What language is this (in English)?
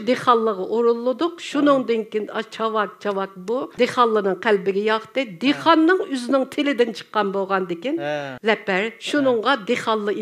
Uyghur